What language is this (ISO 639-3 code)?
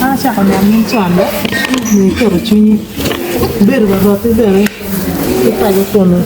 ach